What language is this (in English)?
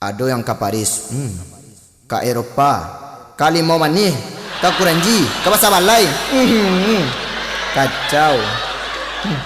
Minangkabau